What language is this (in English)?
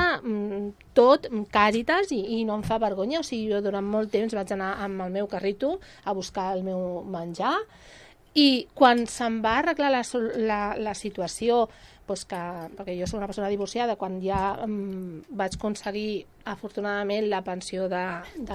Catalan